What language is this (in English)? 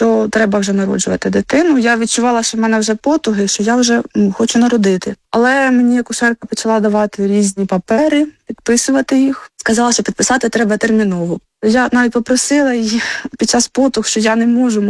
Ukrainian